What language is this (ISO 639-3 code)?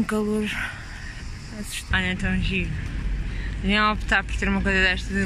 por